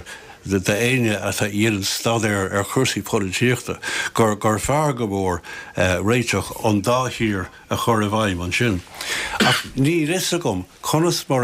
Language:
Irish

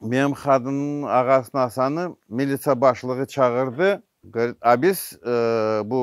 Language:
Crimean Tatar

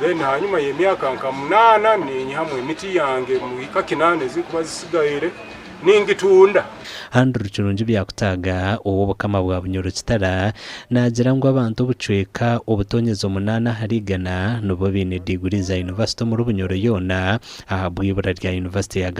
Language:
Nyankole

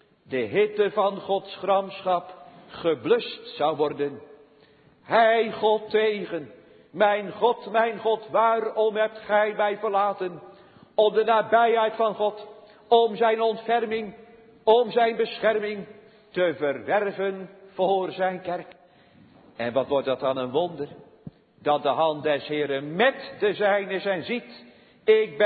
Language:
Dutch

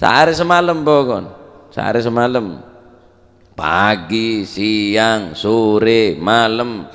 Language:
Madurese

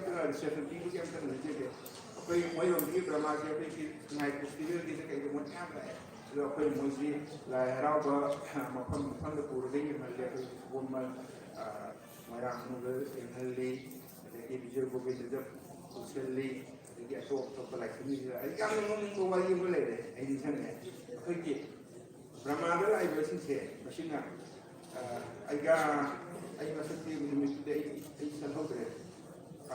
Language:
Manipuri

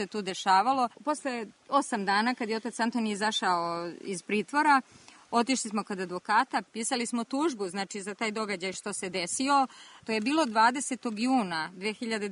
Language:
Serbian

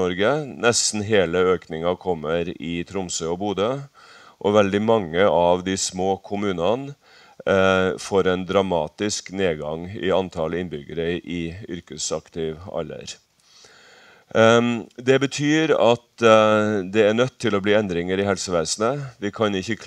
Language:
Norwegian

